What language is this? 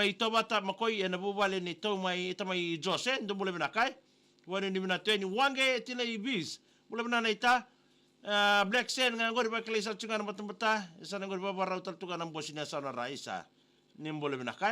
Fijian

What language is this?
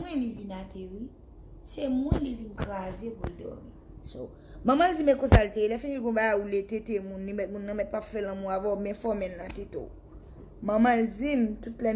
Haitian Creole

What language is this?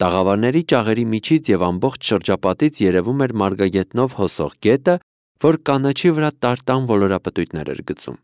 Armenian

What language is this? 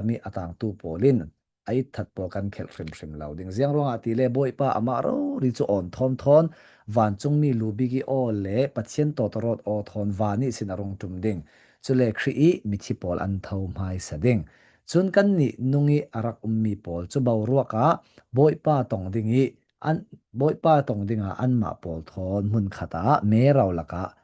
Falam Chin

